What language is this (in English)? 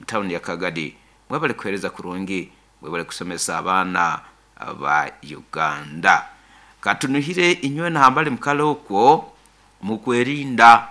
Nyoro